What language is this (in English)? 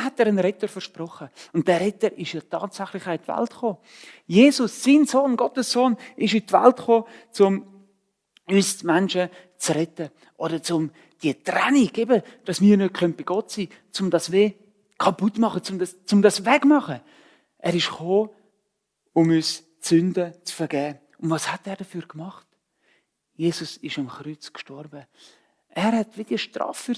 Swiss German